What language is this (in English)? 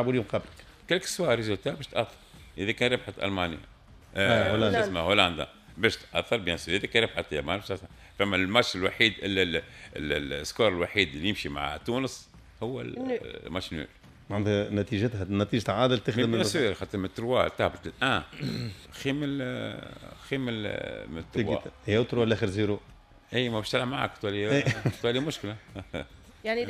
Tunisian Arabic